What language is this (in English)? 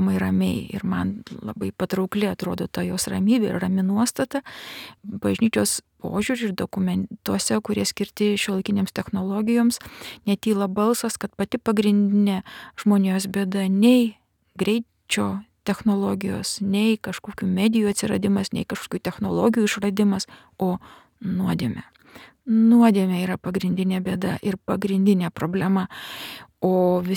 Lithuanian